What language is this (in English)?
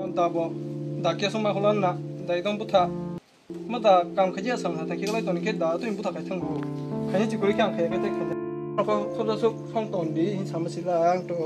Kok Borok